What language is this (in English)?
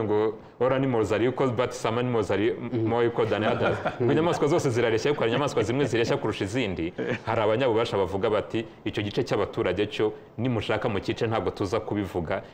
Kinyarwanda